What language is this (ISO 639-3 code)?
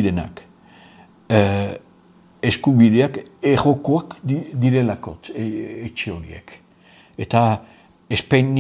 eus